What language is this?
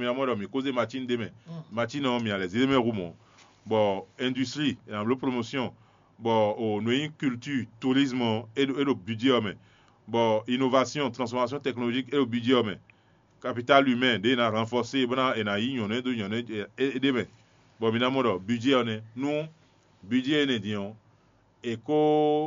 Fon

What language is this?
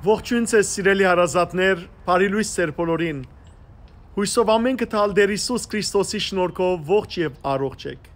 Western Armenian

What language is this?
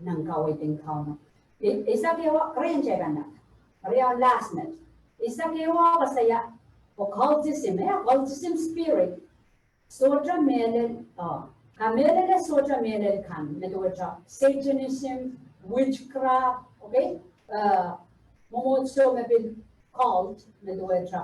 Pohnpeian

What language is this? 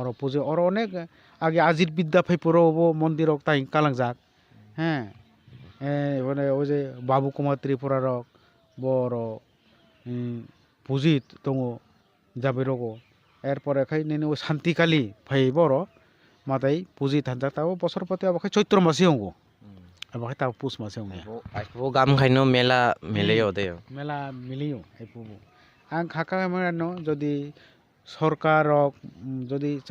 Kok Borok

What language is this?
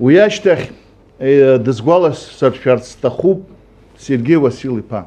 Abkhazian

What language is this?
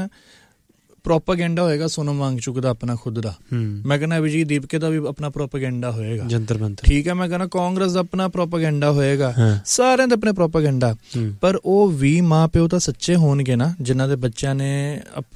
Punjabi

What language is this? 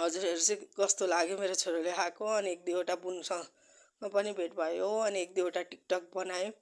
Nepali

